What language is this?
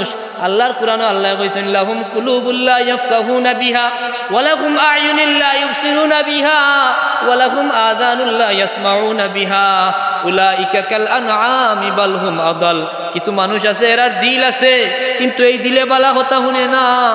Sylheti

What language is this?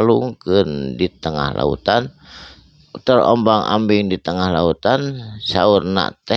Sundanese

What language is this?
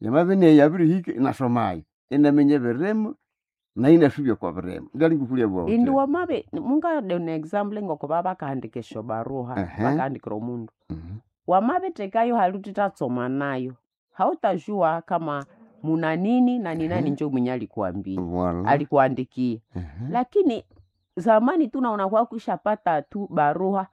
Nande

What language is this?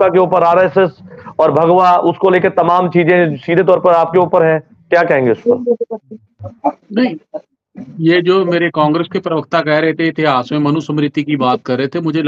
Hindi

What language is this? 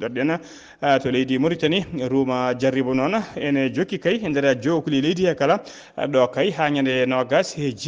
Fula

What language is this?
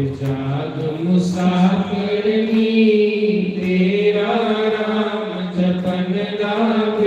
Dogri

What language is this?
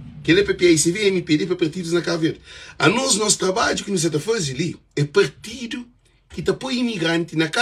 Kabuverdianu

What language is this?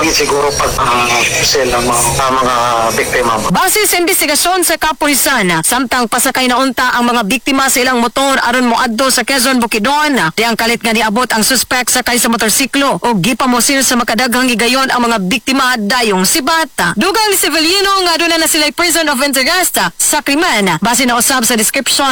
Cebuano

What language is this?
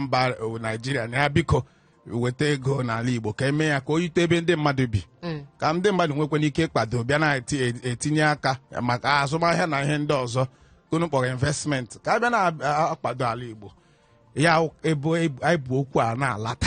Igbo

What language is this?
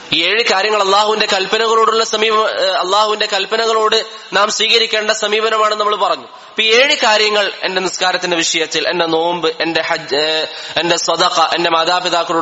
Malayalam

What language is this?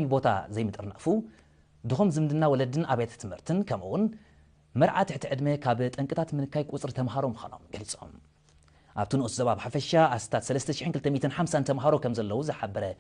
Tigrinya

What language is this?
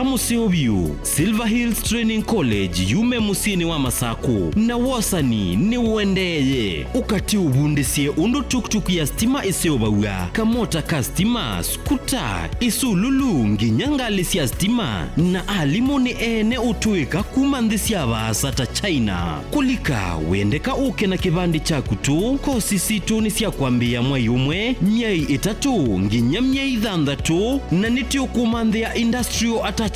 Kamba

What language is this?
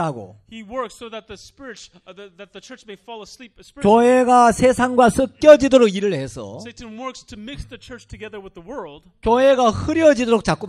Korean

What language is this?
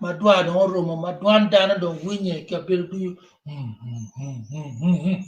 Acoli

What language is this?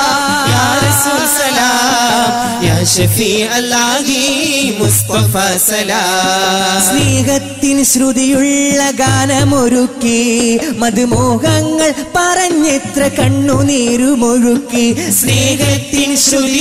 Malayalam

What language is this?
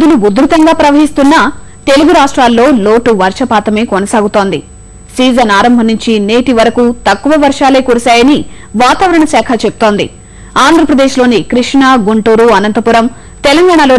Telugu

